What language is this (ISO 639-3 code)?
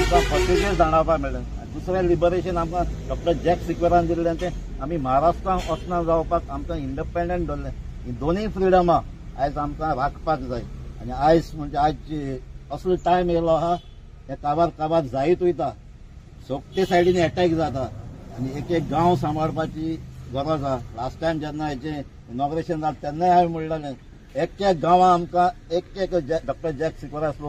kok